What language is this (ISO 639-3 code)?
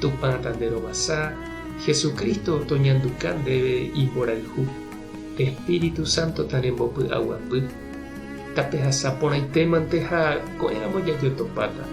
grn